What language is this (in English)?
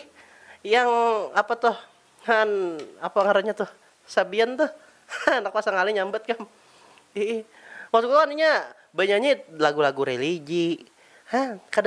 Banjar